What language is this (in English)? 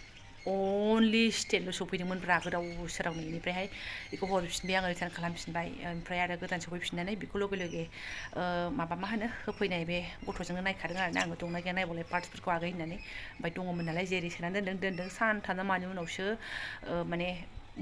Bodo